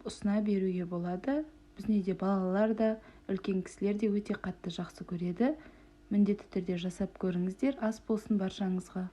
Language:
Kazakh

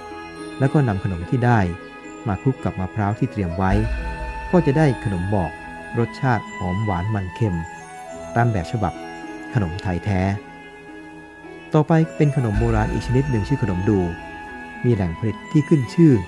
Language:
Thai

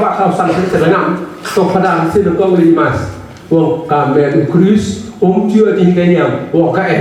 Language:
Khasi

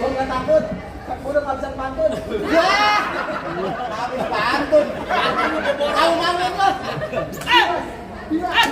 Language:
Betawi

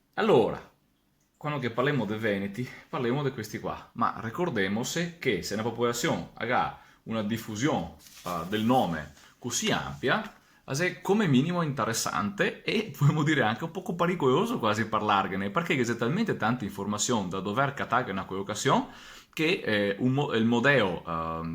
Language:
Venetian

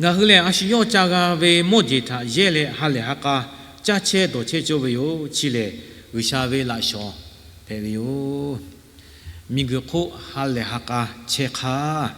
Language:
Lahu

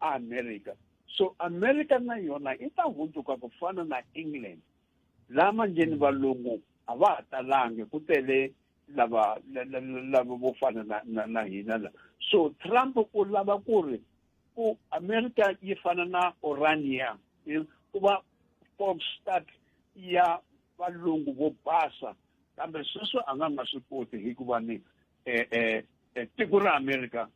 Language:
Tsonga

